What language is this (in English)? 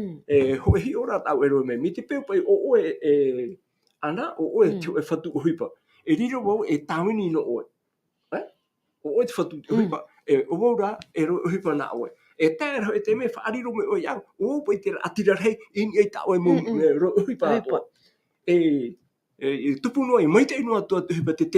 Tahitian